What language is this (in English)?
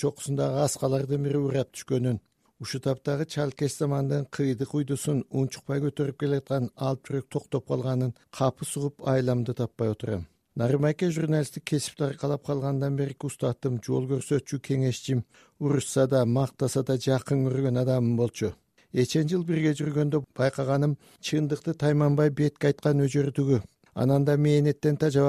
Kyrgyz